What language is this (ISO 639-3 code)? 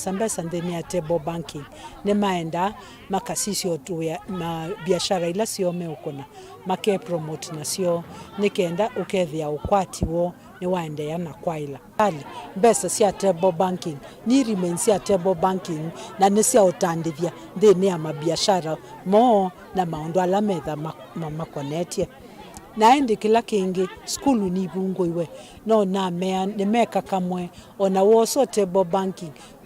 kam